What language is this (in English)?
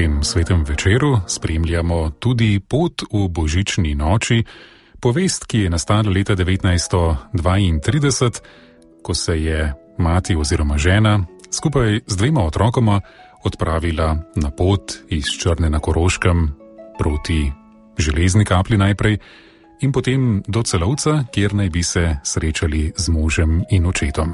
Slovenian